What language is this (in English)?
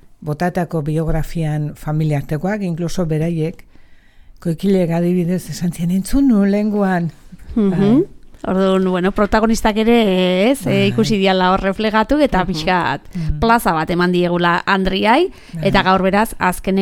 Basque